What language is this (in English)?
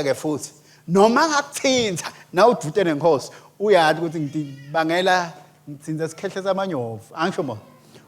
Swati